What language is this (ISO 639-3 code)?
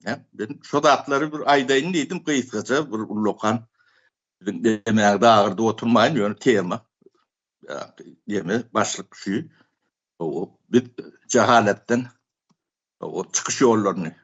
tuk